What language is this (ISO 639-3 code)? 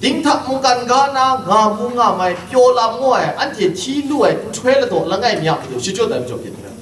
kac